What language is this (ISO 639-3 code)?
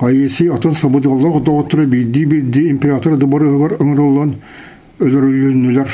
sah